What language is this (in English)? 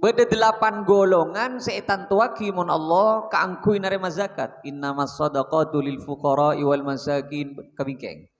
Madurese